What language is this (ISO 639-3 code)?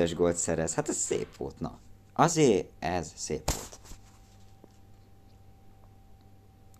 hun